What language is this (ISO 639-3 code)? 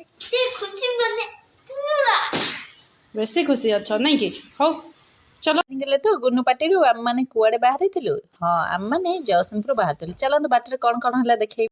ori